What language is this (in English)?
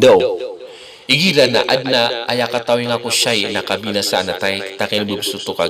Maranao